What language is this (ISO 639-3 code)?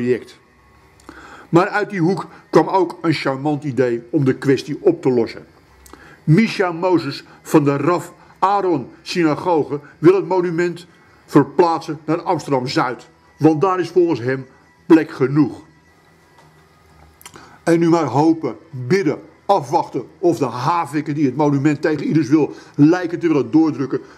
nld